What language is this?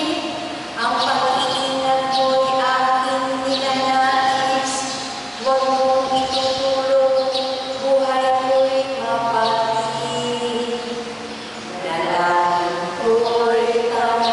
Filipino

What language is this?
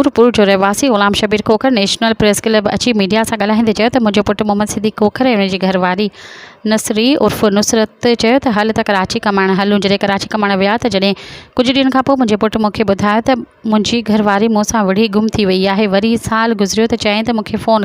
Sindhi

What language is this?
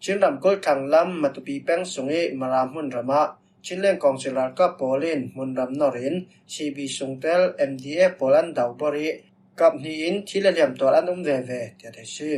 Falam Chin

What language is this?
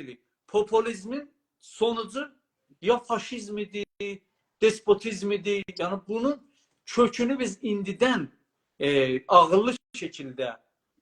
South Azerbaijani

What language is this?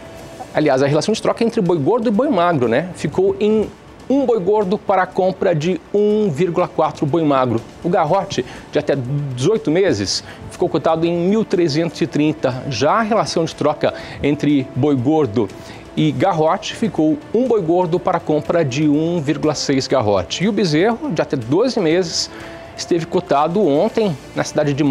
Portuguese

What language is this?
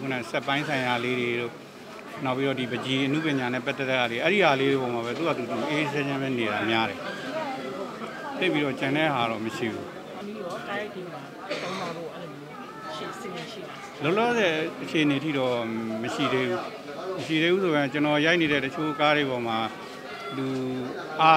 Burmese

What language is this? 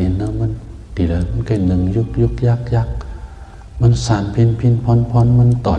Shan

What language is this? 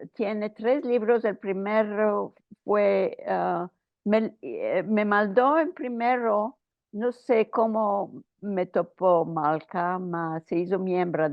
Ladino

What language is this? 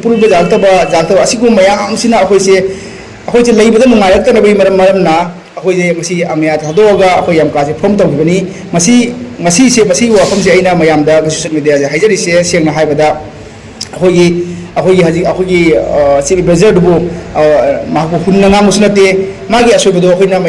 Manipuri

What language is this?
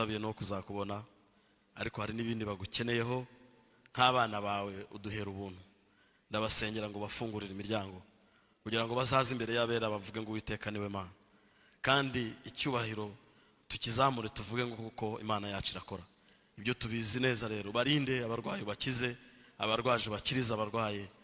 Kinyarwanda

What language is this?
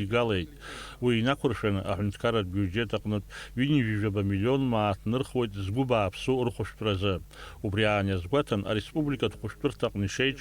Abkhazian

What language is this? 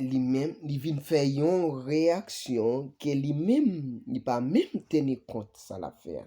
Haitian Creole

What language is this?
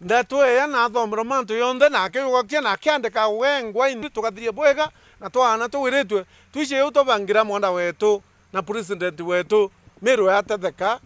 Meru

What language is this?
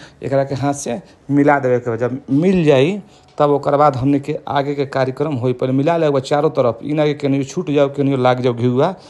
Bhojpuri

